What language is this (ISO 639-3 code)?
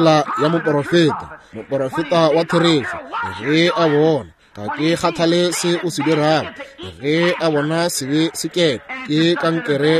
nso